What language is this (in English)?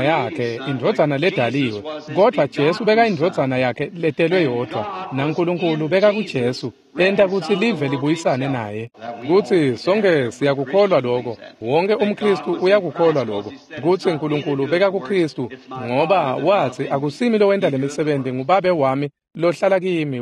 Swati